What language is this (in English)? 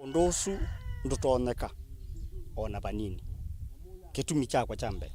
Kamba